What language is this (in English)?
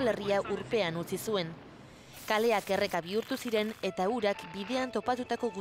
Basque